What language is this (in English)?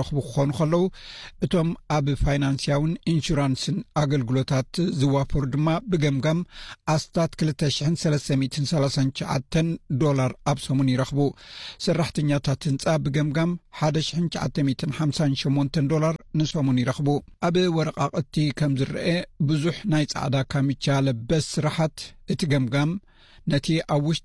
Tigrinya